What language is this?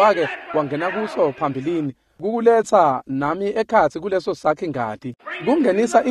Swati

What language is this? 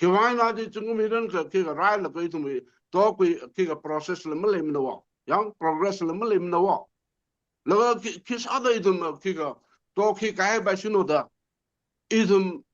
Tangkhul Naga (India)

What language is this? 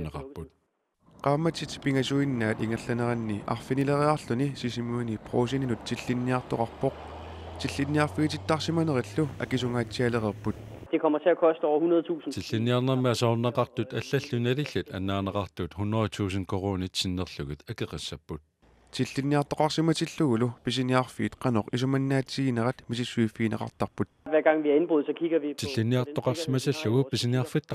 Kalaallisut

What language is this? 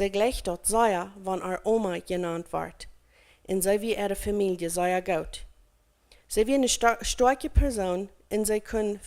Plautdietsch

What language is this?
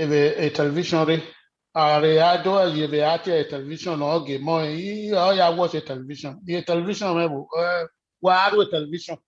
Bini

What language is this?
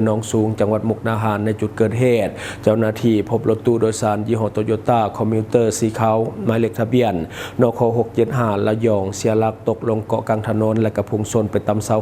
Lao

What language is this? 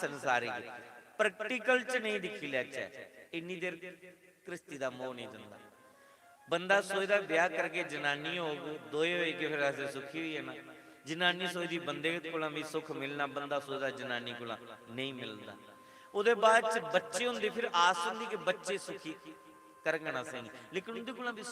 Dogri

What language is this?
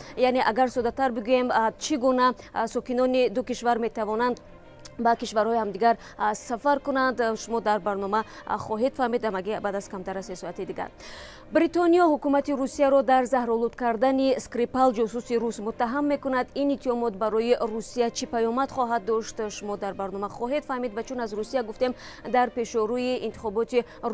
Tajik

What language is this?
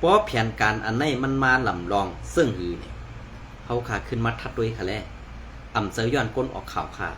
Shan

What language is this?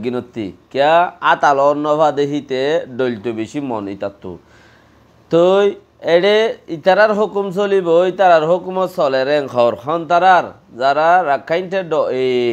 Rohingya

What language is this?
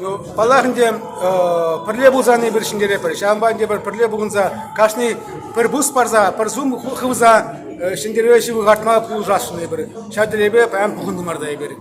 Chuvash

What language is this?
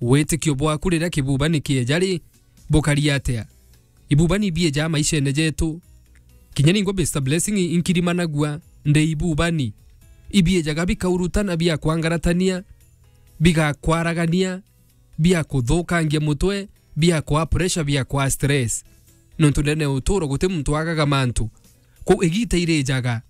Meru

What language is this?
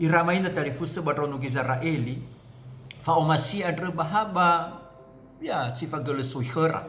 Nias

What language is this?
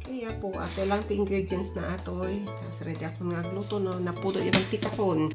Iloko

